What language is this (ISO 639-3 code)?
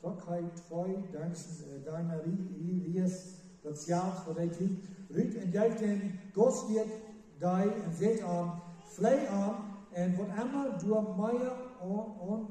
pdt